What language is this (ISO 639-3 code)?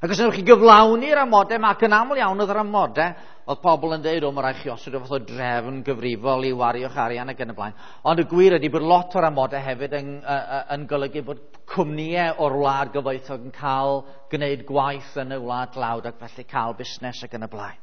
cym